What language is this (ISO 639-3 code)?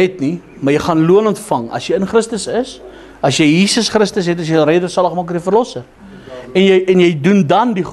afr